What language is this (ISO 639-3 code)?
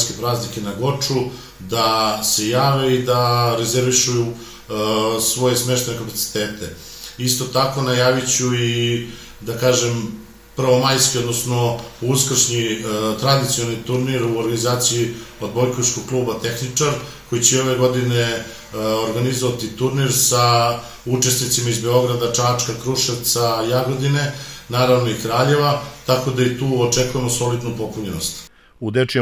srp